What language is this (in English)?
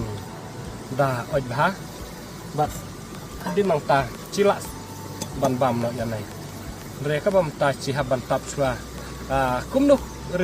Khasi